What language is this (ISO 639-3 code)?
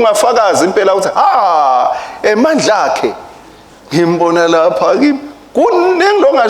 ssw